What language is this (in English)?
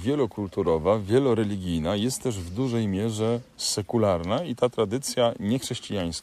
Polish